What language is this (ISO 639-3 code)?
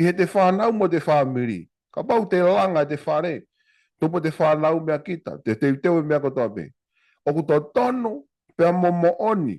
ton